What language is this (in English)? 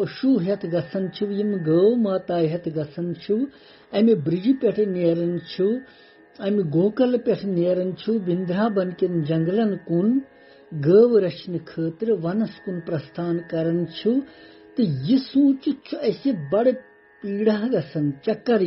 Kashmiri